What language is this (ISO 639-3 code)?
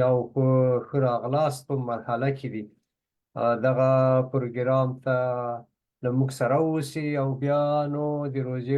pus